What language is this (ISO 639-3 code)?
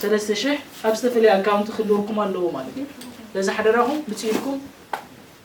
tir